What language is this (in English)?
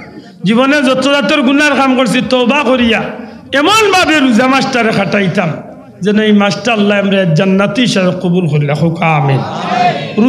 Sylheti